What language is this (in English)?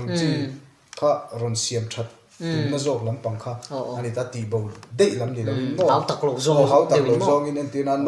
Mizo